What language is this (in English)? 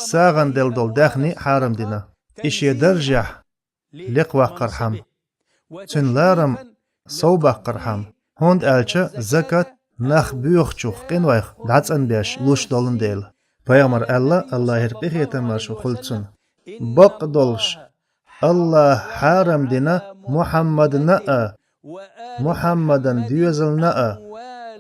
Chechen